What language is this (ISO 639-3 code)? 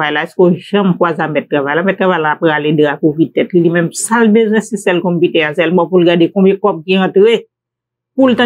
hat